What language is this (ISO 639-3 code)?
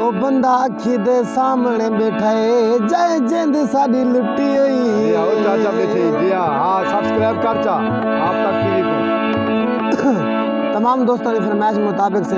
skr